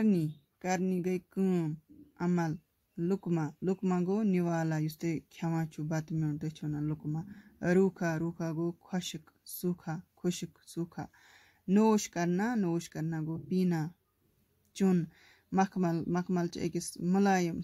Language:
Kashmiri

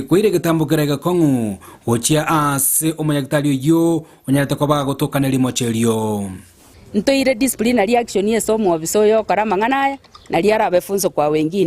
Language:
Gusii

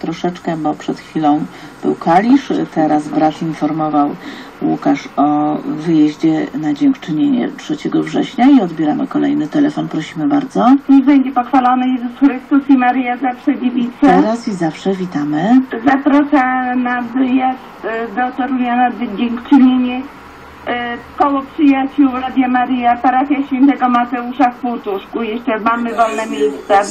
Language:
Polish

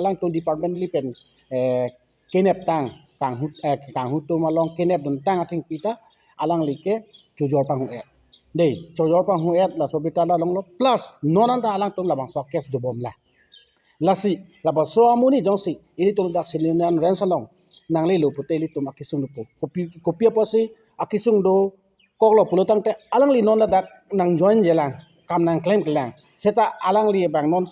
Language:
Karbi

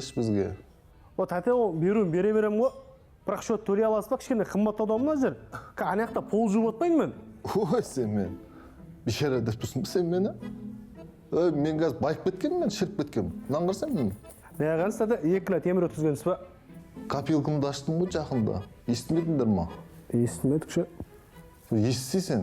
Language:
Kazakh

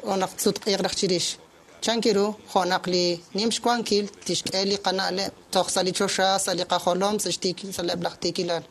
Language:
Kekchí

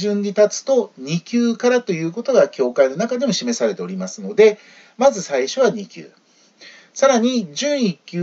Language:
Japanese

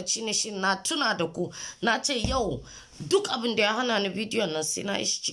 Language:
Hausa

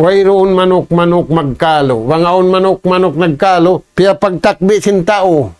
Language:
Tausug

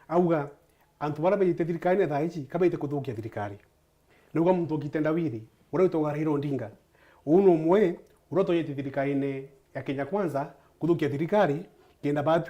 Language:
Meru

